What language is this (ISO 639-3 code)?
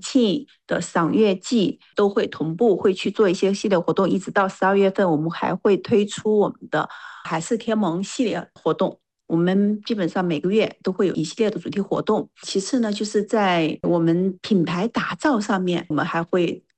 zho